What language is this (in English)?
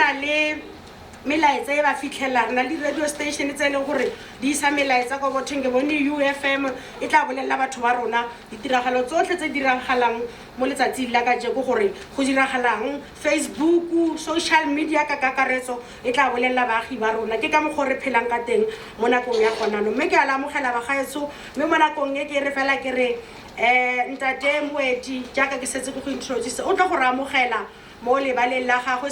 Tswana